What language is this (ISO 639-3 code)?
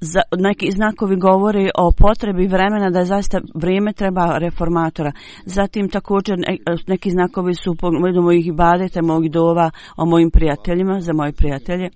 bos